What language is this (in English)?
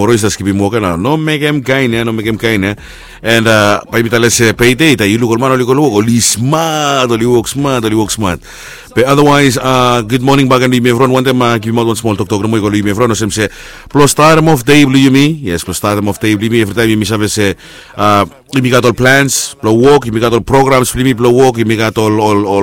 Bislama